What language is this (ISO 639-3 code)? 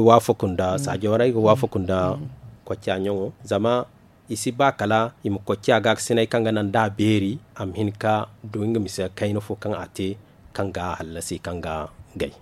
dje